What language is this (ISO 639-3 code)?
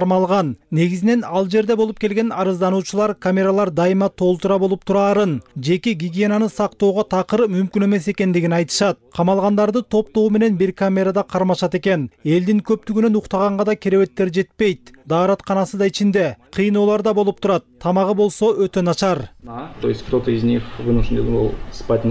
kir